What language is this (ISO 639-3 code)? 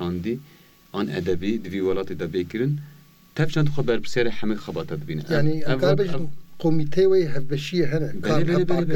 kur